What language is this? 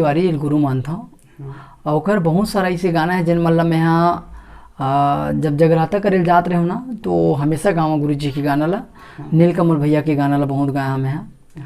Chhattisgarhi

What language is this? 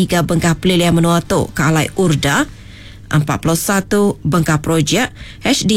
Iban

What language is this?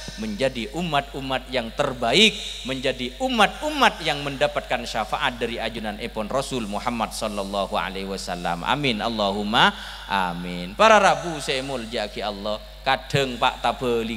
Madurese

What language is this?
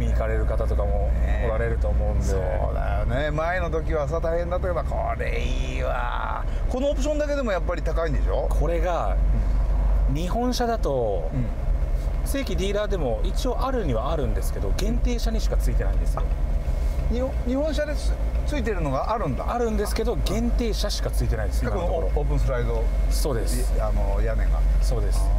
Japanese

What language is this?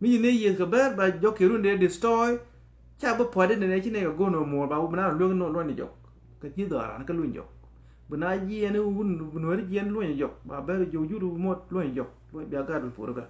Nuer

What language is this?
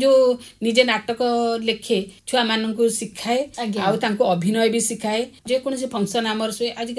Odia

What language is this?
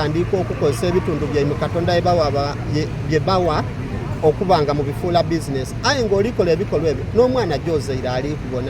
Soga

